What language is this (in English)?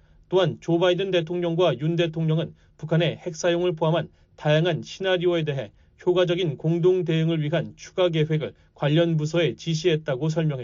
Korean